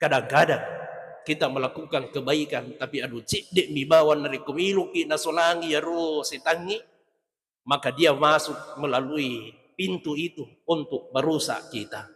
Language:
Buginese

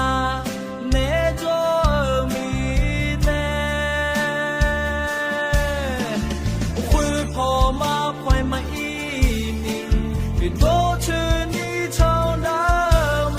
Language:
Akha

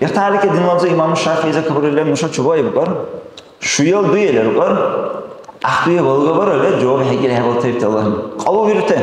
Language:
Dargwa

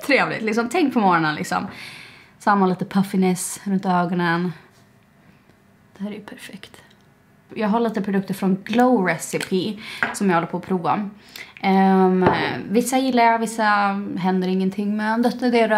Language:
Swedish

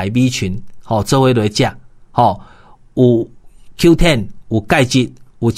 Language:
Min Nan Chinese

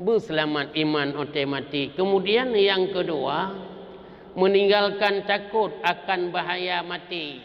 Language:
Achinese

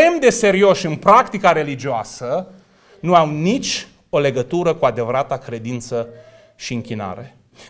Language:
Romanian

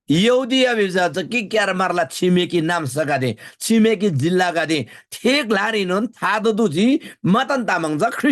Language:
Eastern Tamang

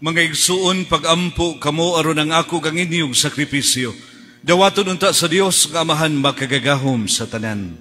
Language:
Cebuano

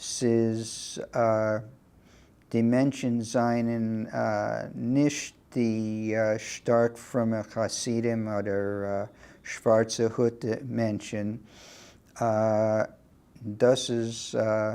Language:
Yiddish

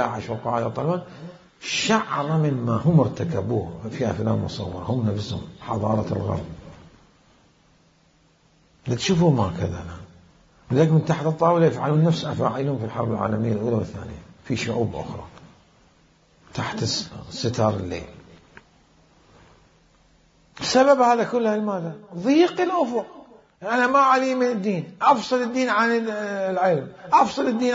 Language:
Arabic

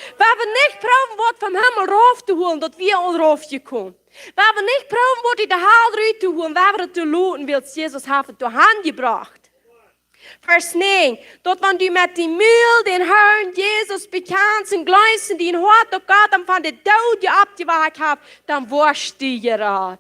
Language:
Plautdietsch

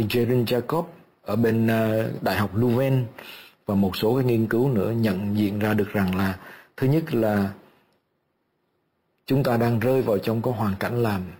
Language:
Vietnamese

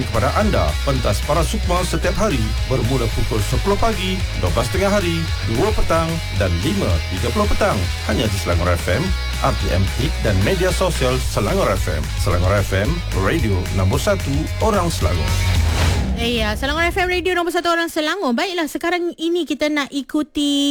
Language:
Malay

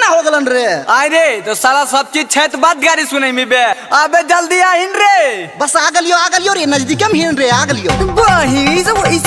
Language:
Magahi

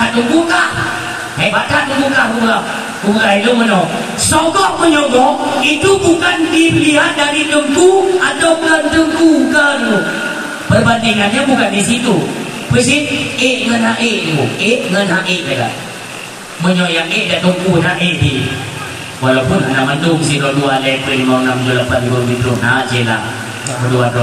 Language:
Achinese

